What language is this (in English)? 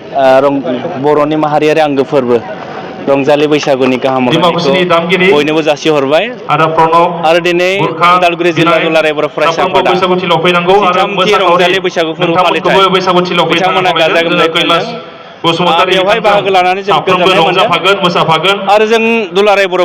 Bodo